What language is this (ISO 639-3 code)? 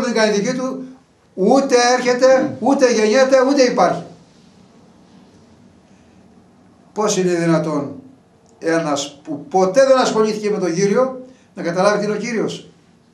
ell